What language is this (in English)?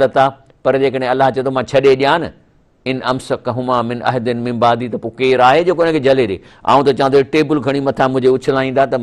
Sindhi